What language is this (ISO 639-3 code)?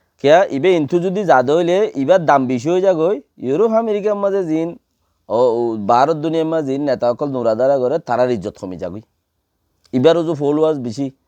rhg